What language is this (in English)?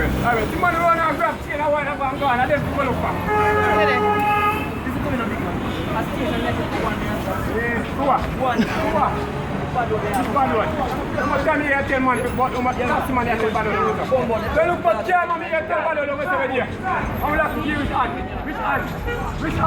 Jamaican Creole English